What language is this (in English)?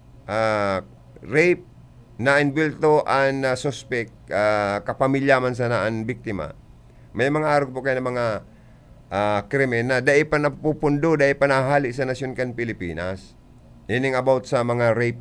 Bikol